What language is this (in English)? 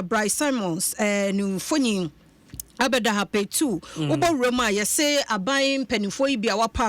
Akan